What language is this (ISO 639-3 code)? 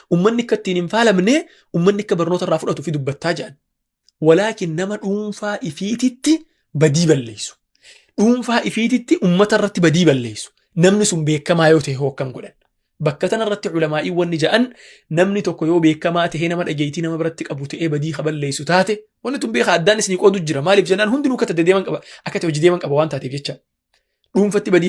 orm